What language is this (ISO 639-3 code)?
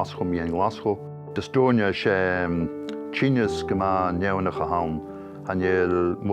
gla